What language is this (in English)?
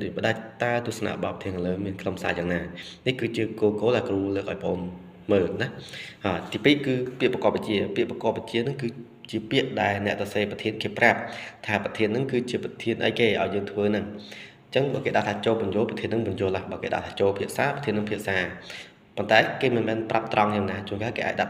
Khmer